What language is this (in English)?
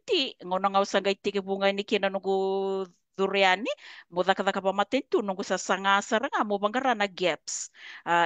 Fijian